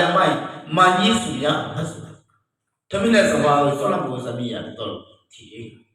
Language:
Akha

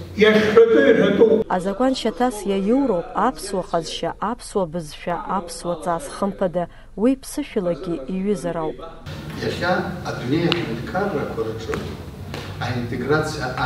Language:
Abkhazian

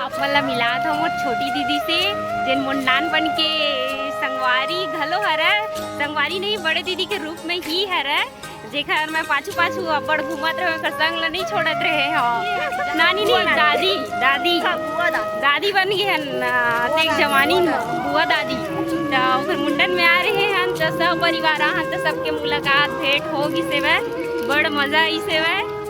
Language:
Chhattisgarhi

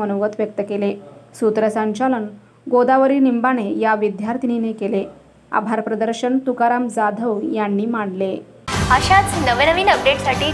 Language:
Marathi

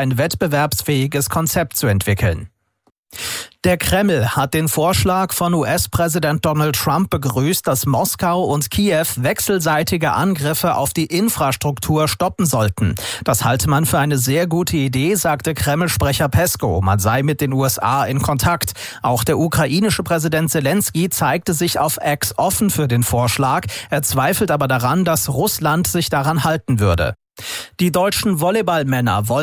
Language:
German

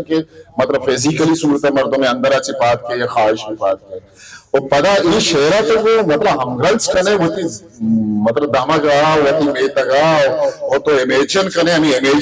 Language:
Baluchi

